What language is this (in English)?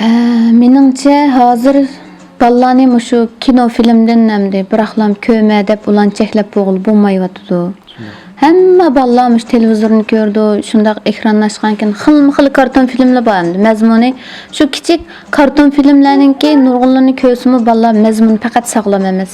Uyghur